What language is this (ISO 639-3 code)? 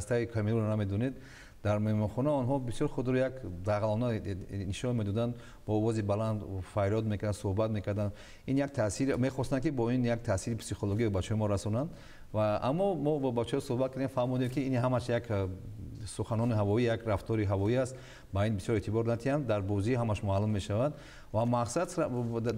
tgk